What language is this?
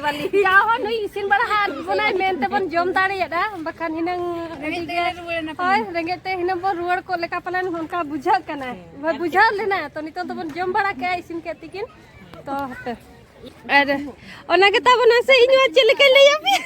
Santali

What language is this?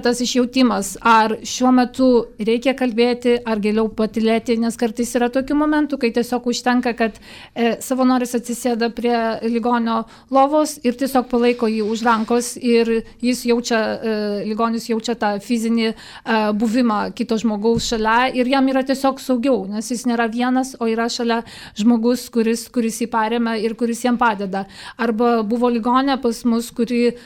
Lithuanian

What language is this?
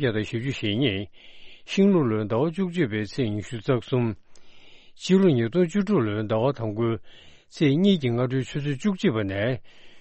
Tibetan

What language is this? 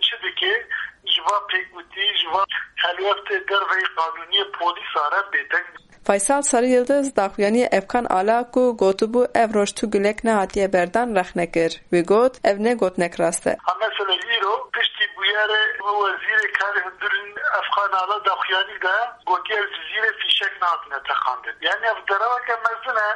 Kurdish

